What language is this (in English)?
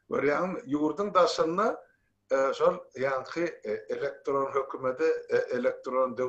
Turkmen